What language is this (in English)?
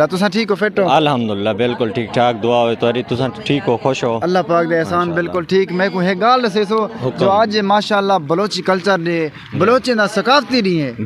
Saraiki